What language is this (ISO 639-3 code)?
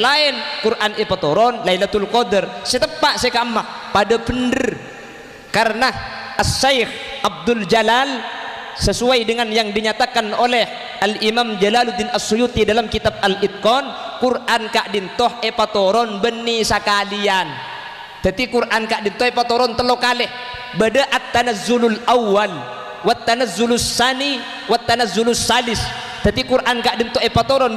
mad